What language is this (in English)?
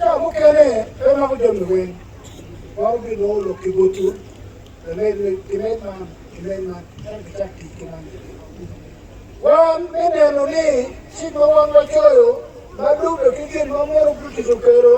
Acoli